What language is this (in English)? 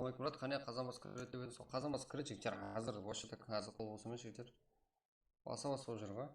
Kara-Kalpak